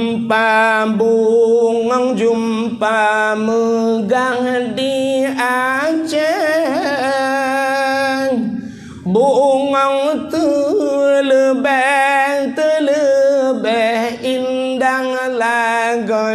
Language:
Achinese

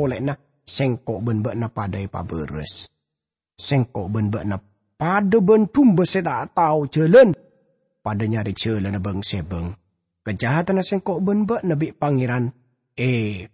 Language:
Madurese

